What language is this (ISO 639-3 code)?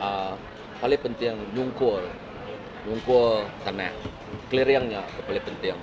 iba